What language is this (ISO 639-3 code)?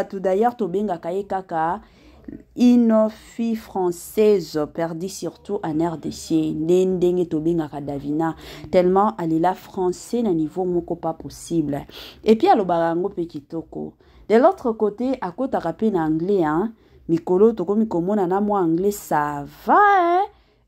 lin